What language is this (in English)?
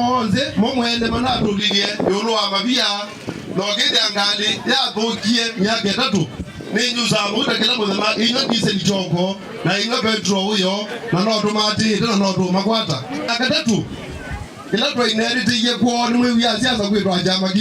Kamba